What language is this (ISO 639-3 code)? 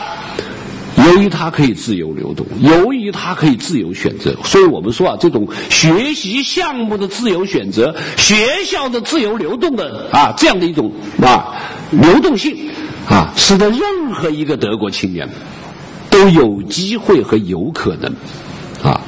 zho